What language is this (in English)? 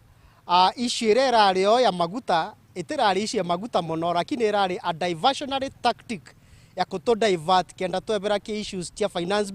Meru